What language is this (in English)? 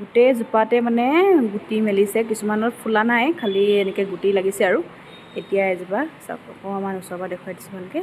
Assamese